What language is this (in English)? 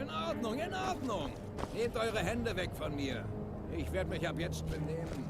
Swiss German